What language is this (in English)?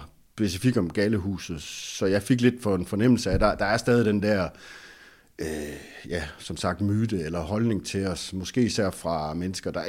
Danish